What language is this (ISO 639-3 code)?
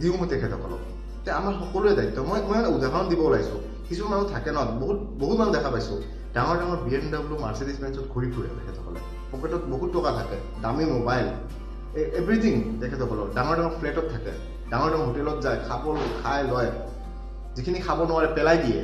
asm